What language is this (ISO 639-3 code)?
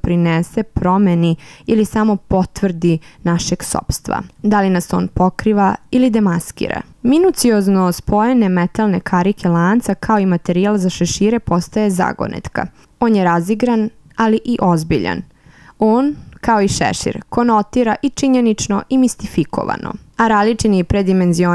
srp